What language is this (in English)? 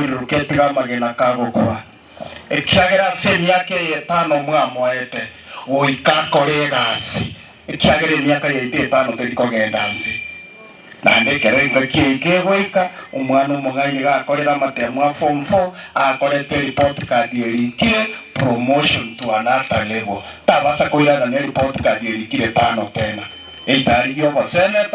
Gusii